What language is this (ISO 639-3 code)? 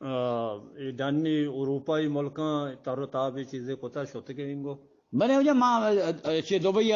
bgp